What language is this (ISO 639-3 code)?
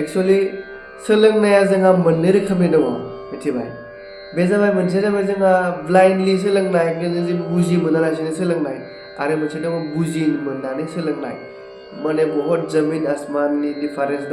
brx